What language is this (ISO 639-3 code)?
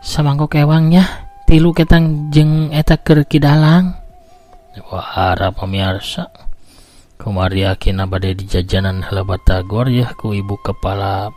sun